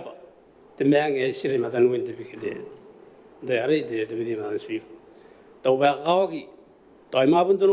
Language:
Gilbertese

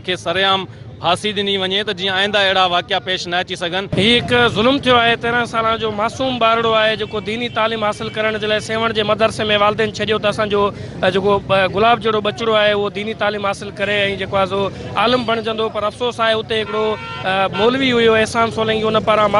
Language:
Sindhi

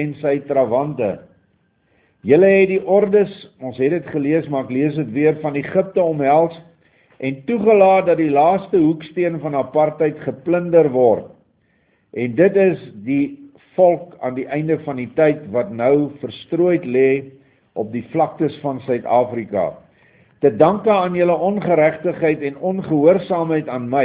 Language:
Afrikaans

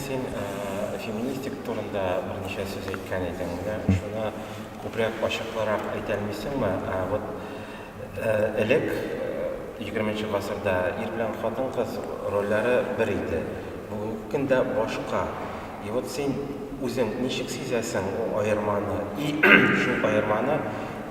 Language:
Tatar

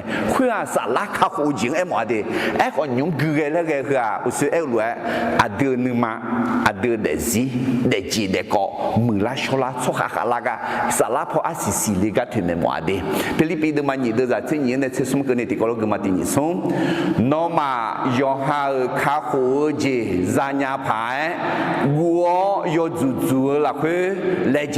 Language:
Akha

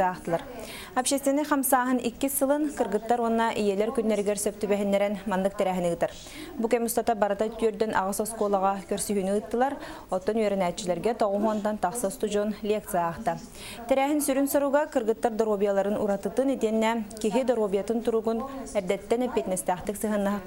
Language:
Yakut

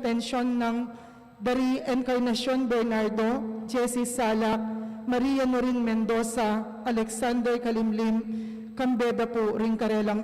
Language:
Pampanga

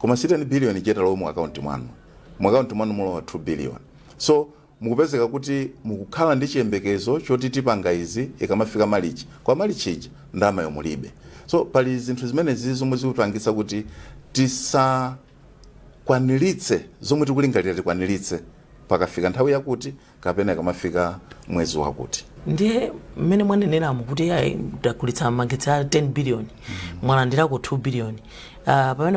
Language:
Nyanja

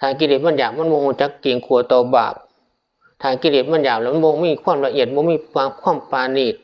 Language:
Northeastern Thai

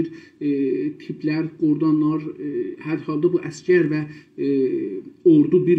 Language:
South Azerbaijani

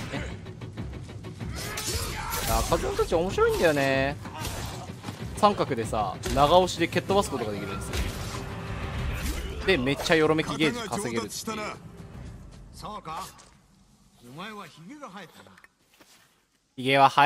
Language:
Japanese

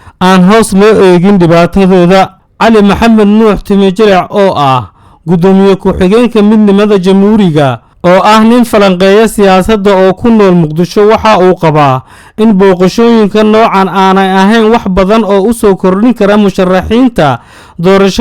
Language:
Somali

